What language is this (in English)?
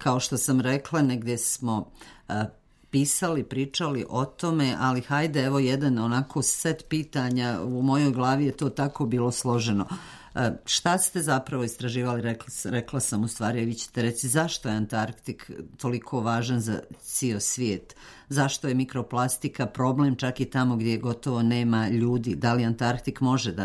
Serbian